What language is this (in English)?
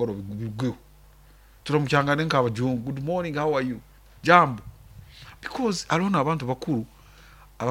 Nyoro